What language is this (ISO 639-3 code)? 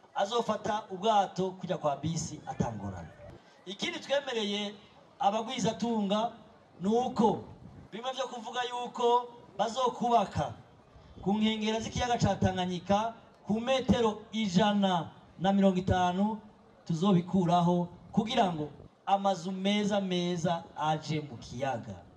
run